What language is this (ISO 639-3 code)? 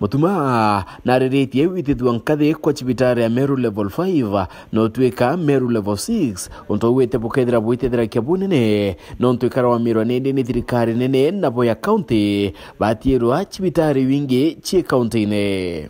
mer